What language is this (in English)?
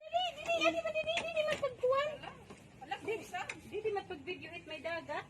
Waray